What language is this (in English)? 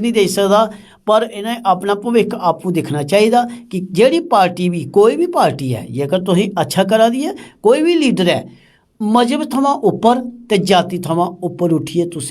Dogri